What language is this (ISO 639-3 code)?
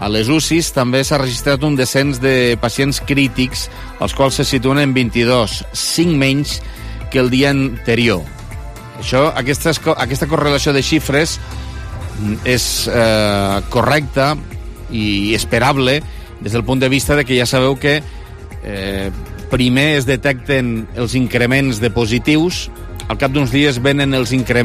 cat